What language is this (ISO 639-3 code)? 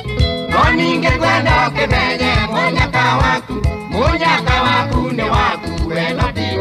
kik